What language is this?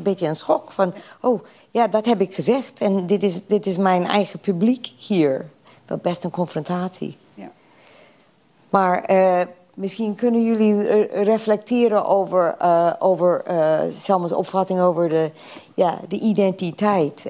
Dutch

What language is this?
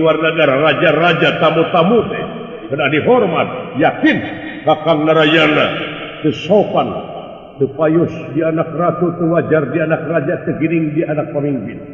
Sundanese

